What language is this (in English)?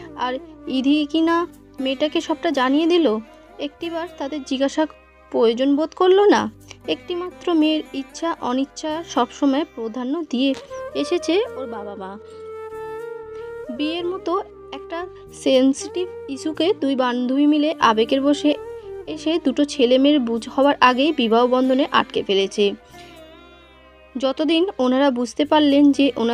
Bangla